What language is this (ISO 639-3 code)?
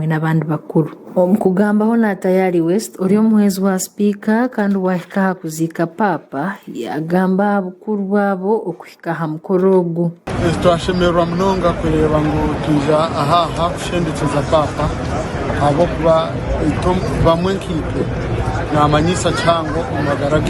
nyn